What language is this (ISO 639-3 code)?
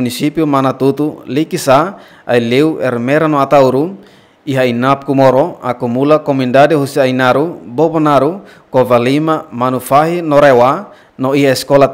tet